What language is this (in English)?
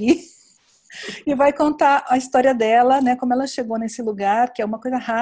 Portuguese